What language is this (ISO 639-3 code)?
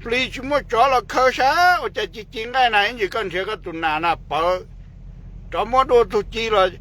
hmn